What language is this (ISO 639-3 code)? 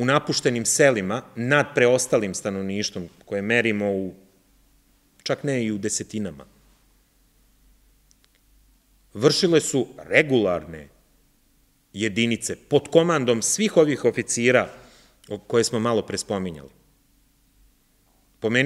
srp